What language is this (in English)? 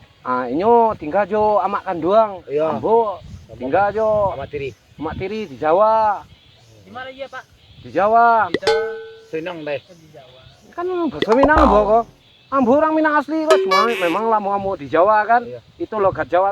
Minangkabau